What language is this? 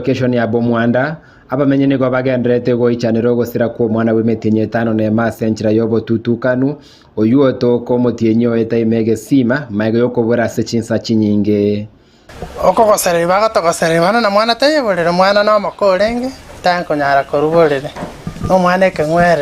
Gusii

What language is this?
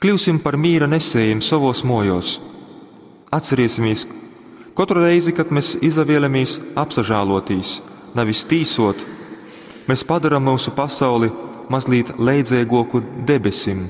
Latgalian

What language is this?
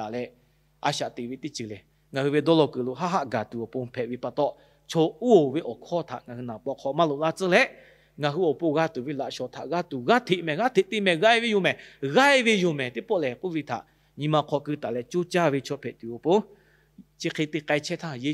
Lahu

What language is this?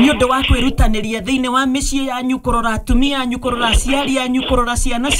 Kikuyu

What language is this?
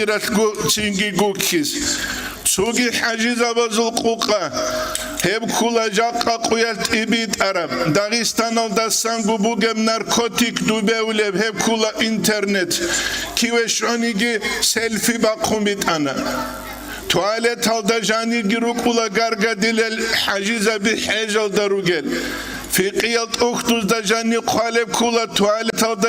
Avaric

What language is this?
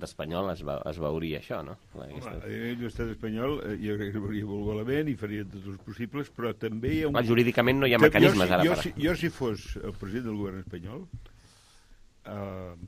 Catalan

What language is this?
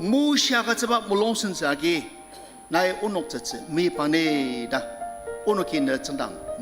Ao Naga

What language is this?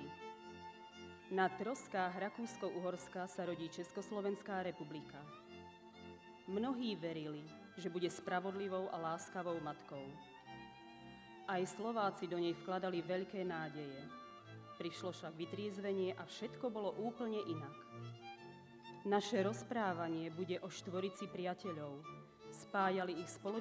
Slovak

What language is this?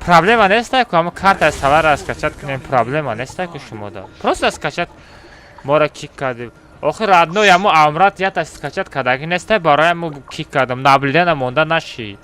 Tajik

